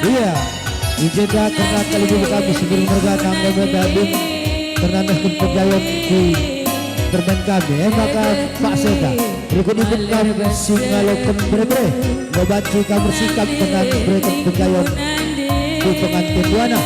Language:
Batak Karo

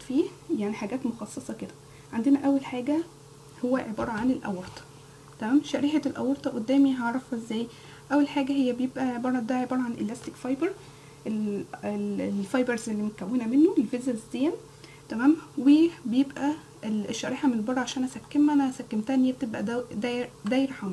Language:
Egyptian Arabic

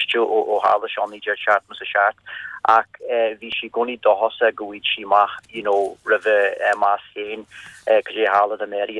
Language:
Irish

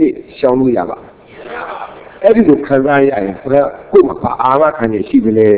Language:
Burmese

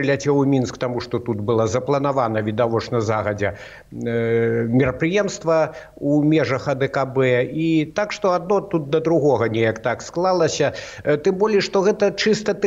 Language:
Belarusian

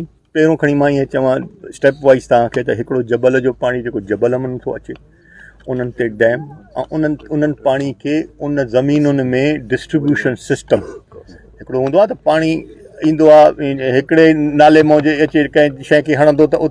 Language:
Sindhi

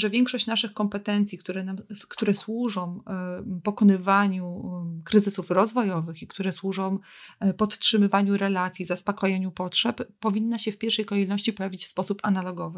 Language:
Polish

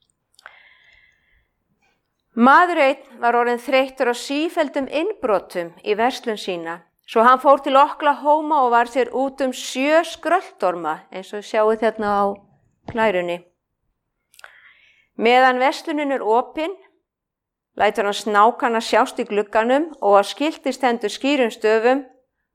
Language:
Icelandic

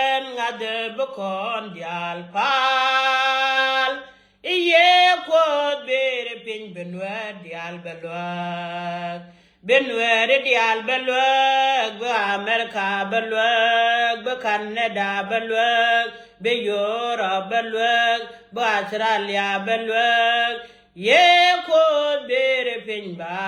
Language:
Nuer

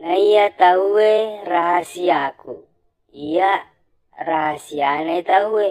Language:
Buginese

